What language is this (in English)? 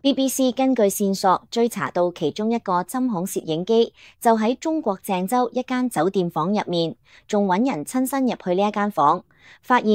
Cantonese